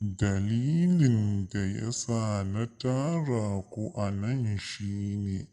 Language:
Hausa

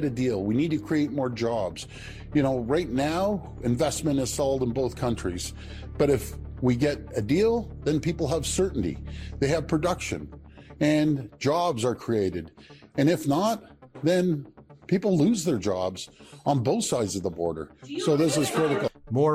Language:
English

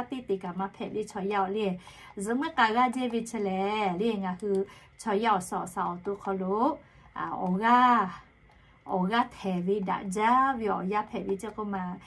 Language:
Lahu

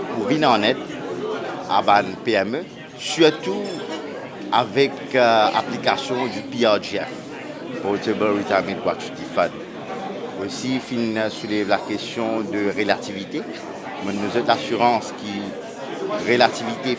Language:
Morisyen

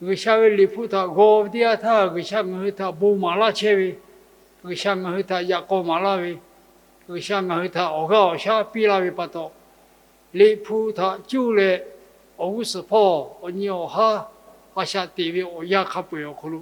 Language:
Lahu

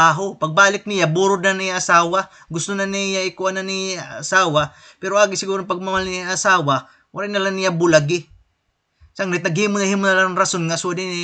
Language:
Waray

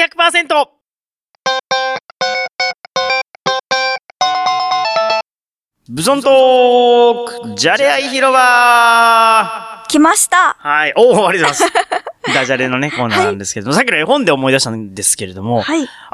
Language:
Japanese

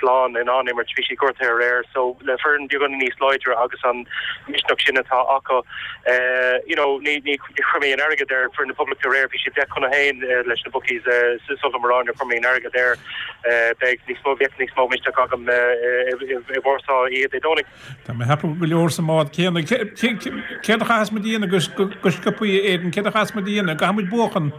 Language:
Irish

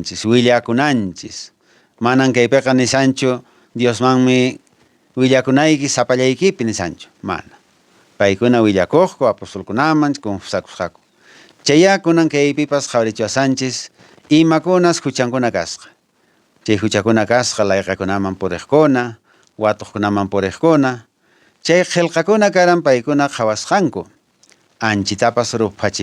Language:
Quechua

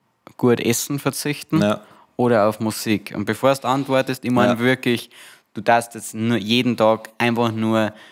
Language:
Bavarian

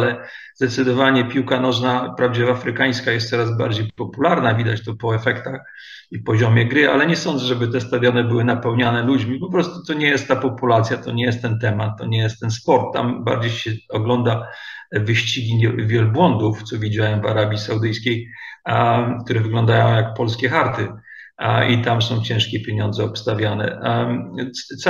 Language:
Polish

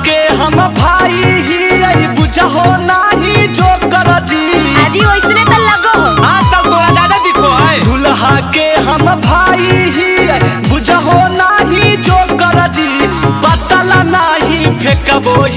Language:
Magahi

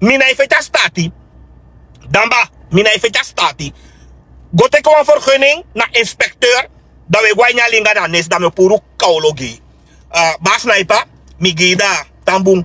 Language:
Sranan Tongo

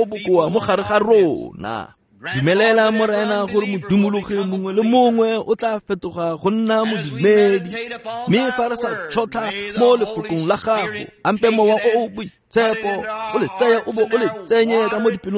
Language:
Tswana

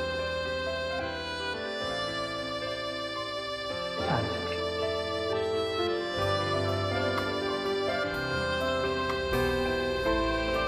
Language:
Swahili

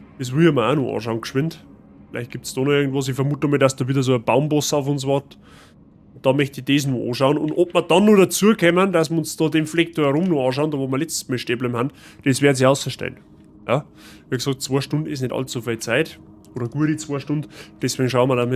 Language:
Bavarian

